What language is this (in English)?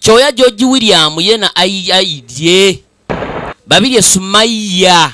Ganda